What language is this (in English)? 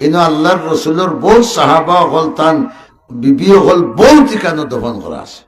Sylheti